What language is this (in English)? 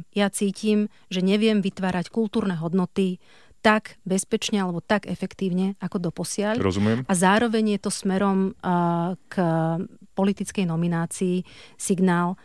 Slovak